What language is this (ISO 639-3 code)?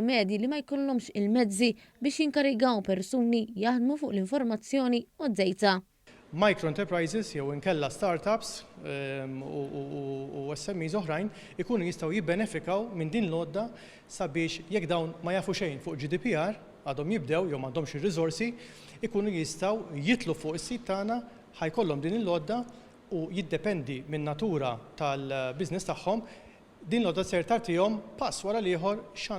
mlt